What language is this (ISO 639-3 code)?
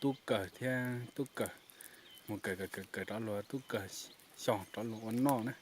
hmn